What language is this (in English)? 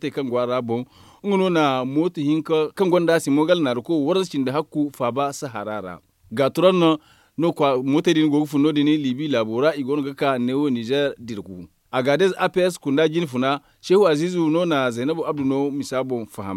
Zarma